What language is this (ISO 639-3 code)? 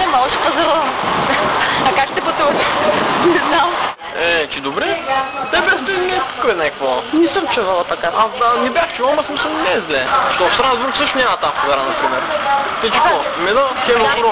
bul